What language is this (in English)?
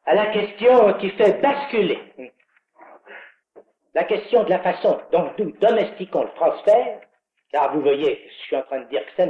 French